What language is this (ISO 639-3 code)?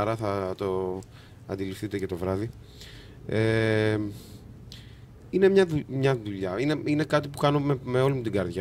ell